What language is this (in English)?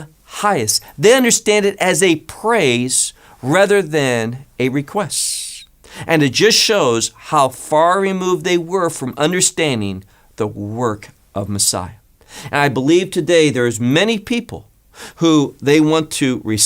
English